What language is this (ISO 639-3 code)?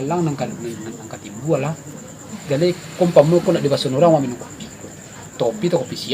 min